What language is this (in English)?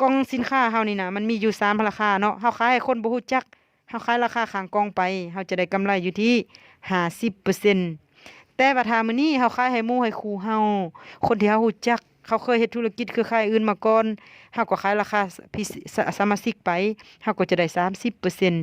Lao